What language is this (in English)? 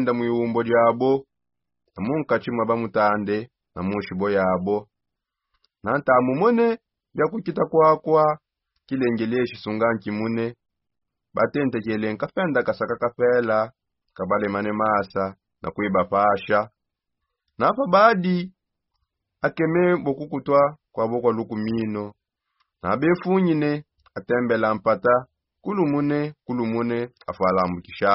Songe